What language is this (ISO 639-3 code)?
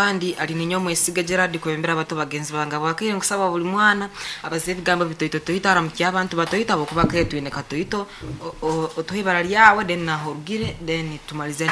nyo